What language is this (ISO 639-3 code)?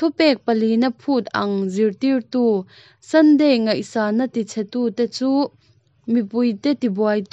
lus